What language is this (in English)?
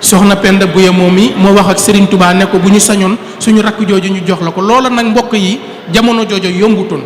Wolof